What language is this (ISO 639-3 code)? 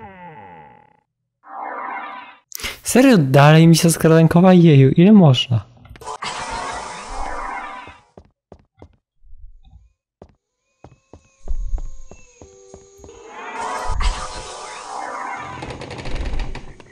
pol